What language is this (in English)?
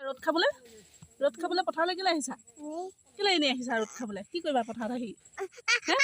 Assamese